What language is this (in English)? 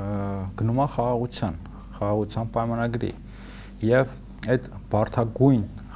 Armenian